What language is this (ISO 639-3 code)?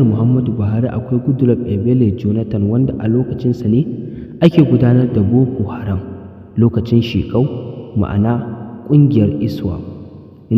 hau